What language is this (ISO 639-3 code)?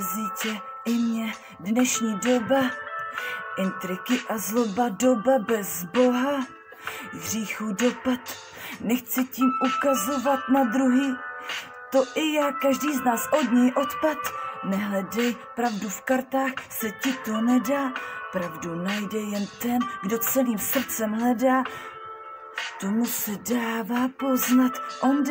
ces